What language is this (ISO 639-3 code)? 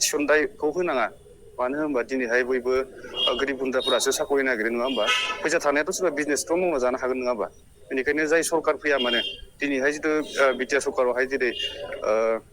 brx